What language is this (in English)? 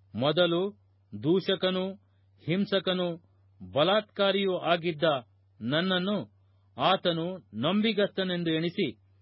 Kannada